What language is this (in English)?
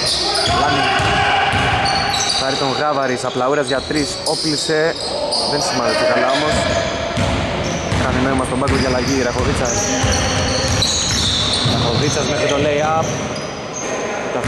Greek